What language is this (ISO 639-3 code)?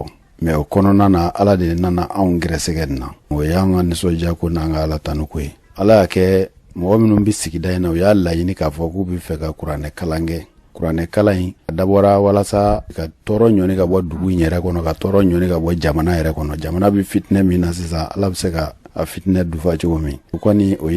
bam